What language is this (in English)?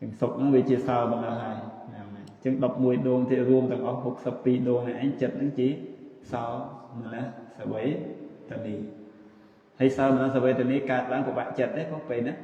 Khmer